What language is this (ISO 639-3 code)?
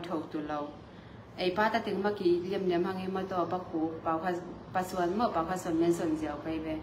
ctd